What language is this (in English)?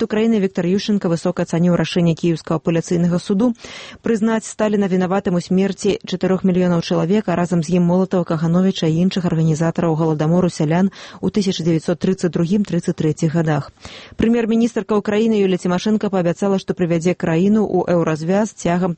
Belarusian